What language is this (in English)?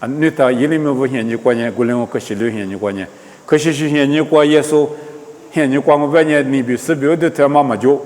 Lisu